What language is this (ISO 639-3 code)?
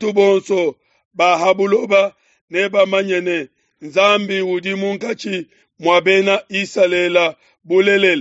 lua